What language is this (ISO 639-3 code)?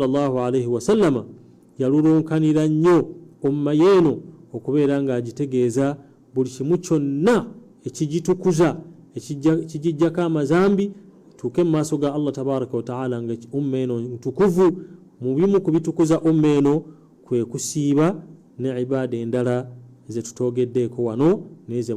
lug